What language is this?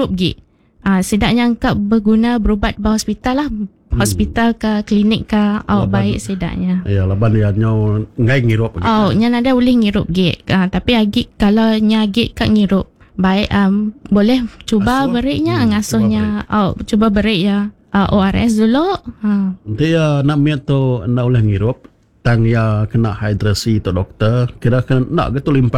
Iban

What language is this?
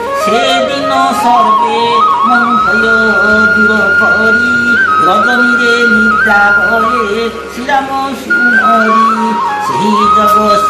Odia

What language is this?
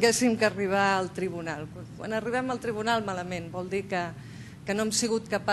Catalan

